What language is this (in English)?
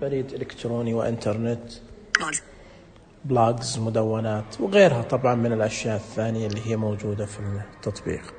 Najdi Arabic